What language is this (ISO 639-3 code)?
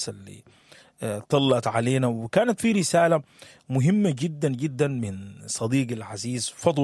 apd